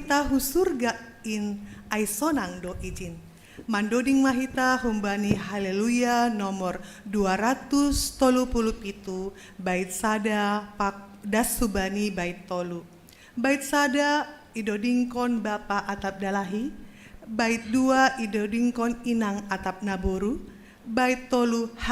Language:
Batak Simalungun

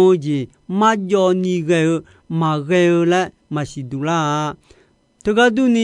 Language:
Akha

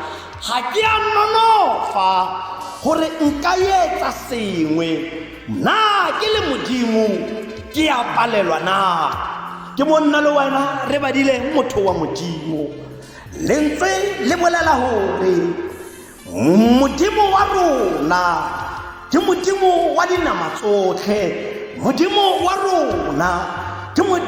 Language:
Tswana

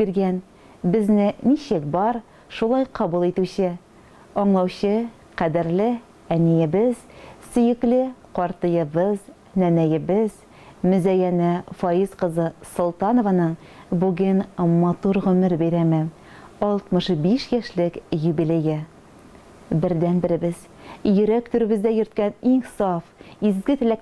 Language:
Tatar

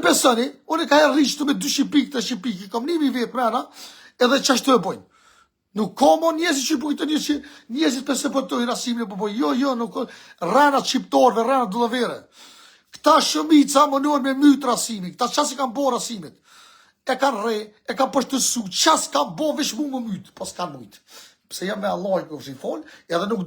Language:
Albanian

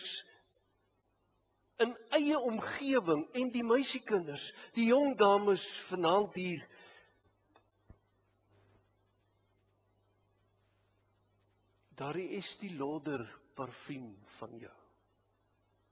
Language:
Afrikaans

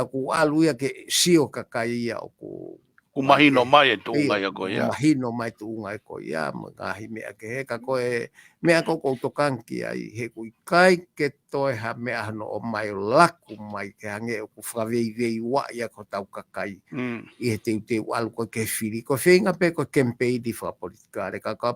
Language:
Tongan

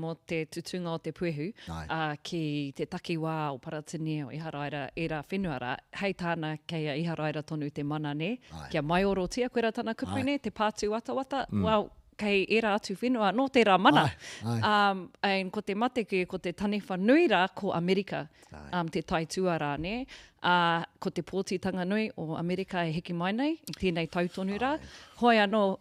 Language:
Māori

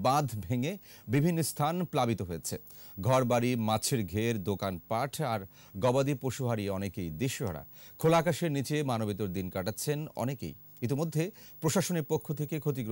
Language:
Bangla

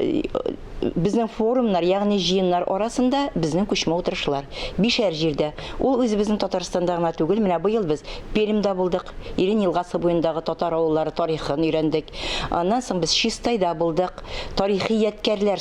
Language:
Tatar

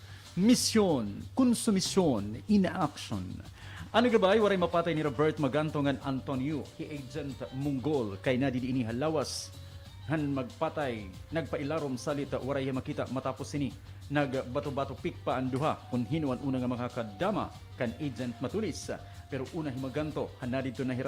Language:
Waray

